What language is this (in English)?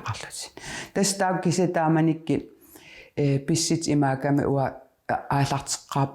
Kalaallisut